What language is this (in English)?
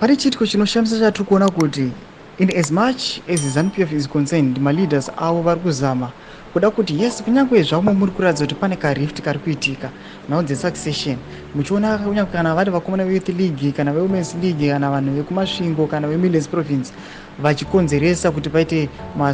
Shona